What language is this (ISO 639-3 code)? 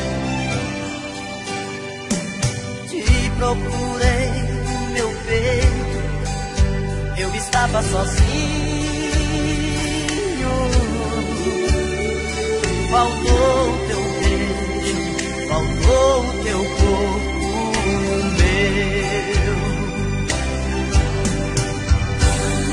por